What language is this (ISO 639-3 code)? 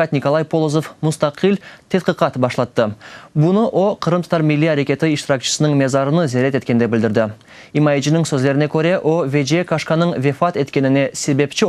crh